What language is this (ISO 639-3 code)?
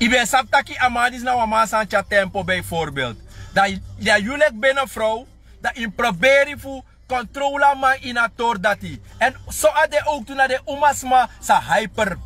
srn